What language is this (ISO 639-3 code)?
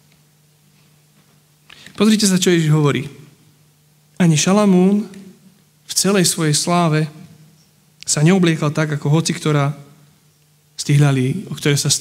slk